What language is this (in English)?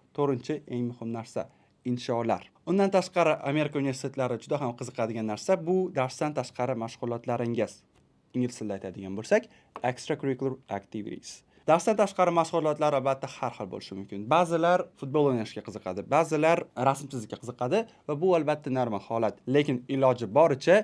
Uzbek